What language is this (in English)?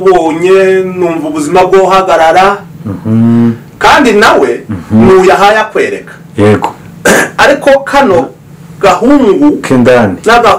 Kinyarwanda